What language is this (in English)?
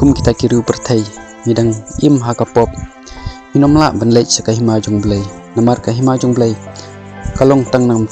Khasi